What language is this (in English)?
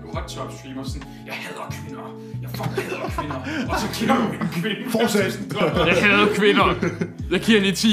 Danish